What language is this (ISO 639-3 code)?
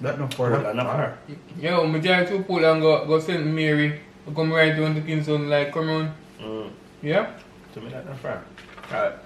jam